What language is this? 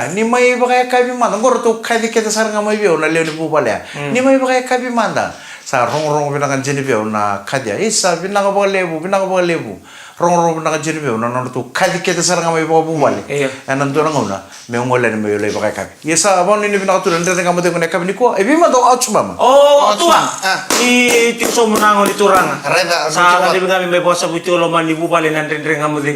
Fijian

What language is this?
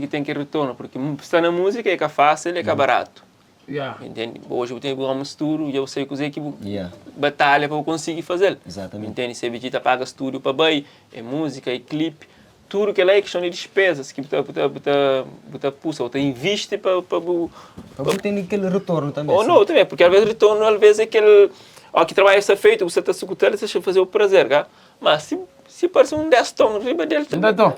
Kabuverdianu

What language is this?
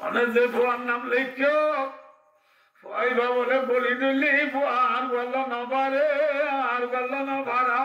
Rohingya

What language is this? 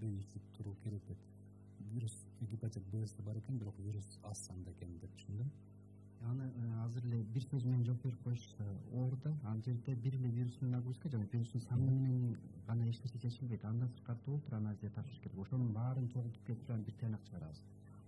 Kyrgyz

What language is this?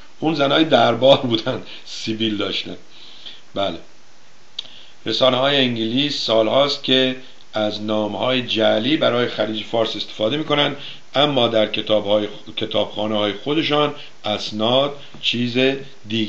Persian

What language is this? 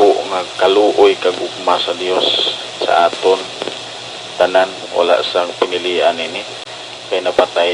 Hiligaynon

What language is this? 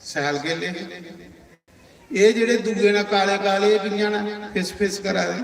Dogri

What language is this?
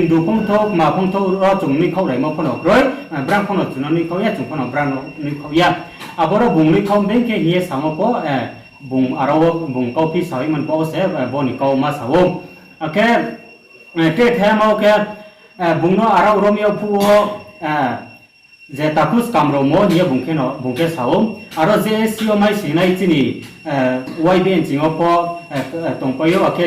Riang (India)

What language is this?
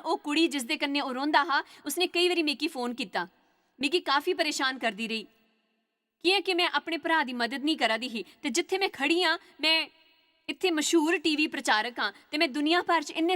Dogri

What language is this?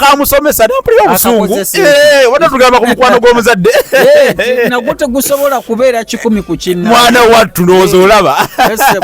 Ganda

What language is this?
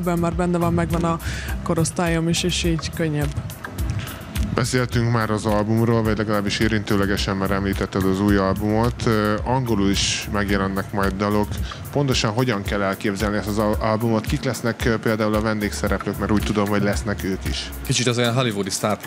Hungarian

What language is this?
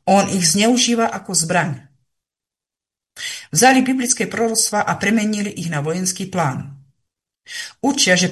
Slovak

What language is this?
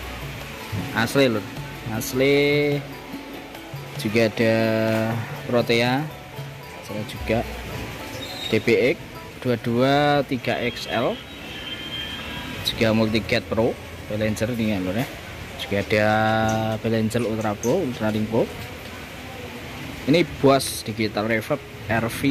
Indonesian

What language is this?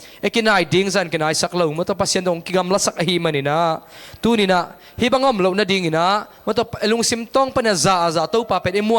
Tedim Chin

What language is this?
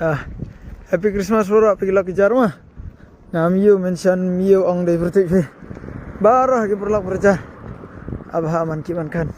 Khasi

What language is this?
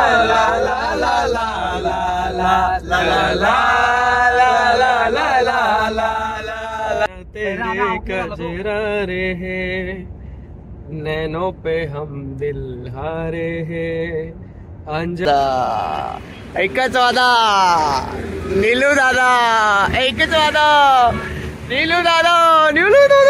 Marathi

